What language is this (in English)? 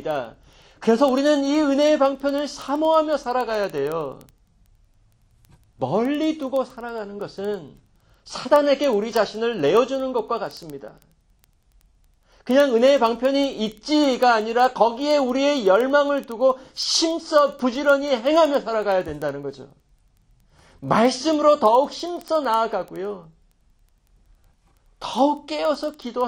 Korean